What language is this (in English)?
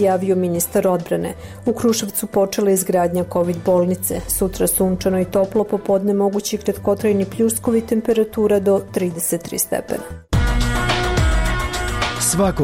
Serbian